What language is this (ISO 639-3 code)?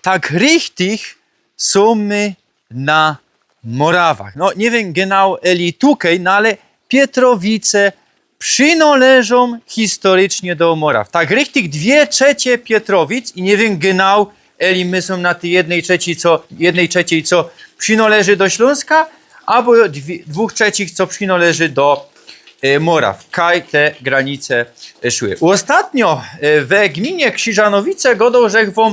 szl